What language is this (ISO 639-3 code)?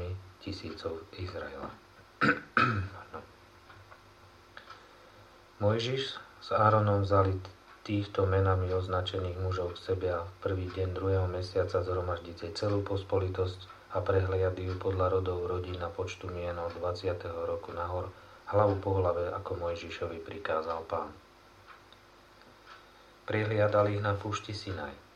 slk